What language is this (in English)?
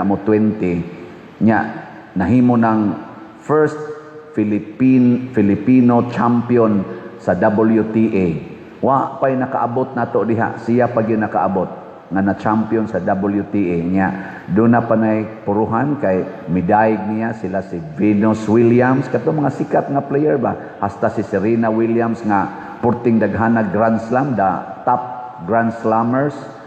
Cebuano